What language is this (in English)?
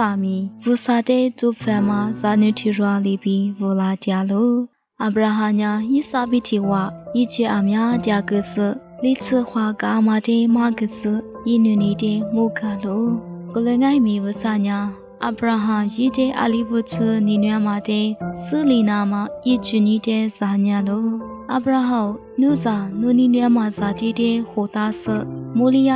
Lisu